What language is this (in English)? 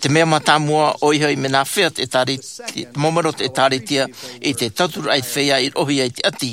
Tahitian